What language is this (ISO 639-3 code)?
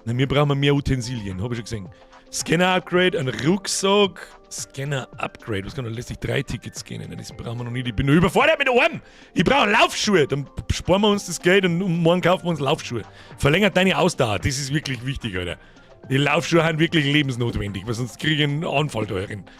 bar